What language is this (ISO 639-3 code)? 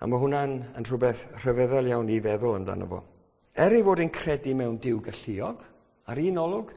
cym